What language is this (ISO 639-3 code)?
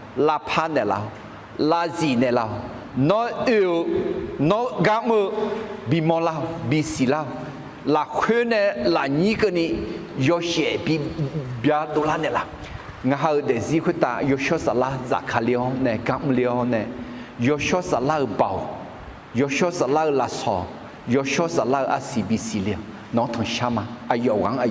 ahk